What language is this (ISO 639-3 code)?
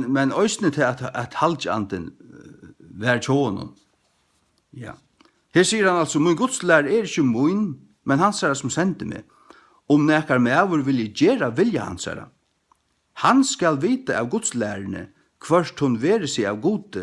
fao